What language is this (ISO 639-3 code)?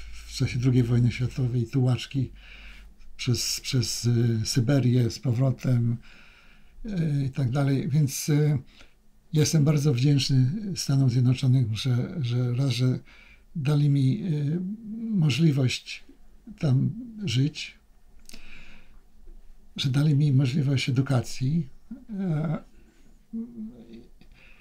pol